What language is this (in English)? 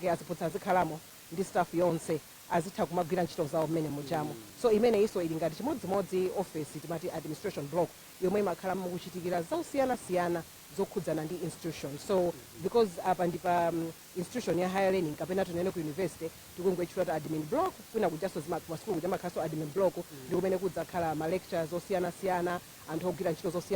Nyanja